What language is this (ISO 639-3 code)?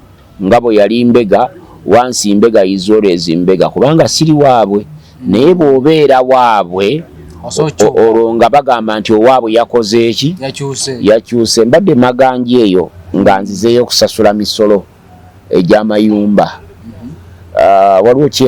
lug